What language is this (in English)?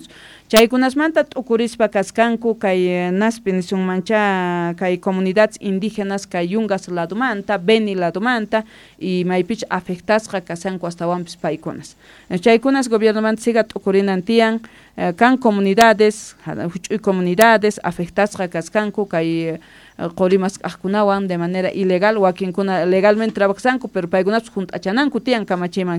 Quechua